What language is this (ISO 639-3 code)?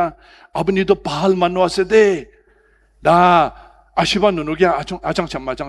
njo